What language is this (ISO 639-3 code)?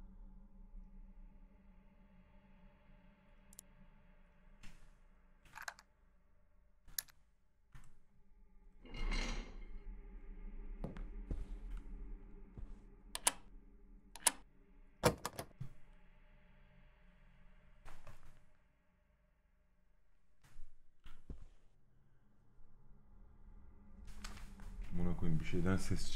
tur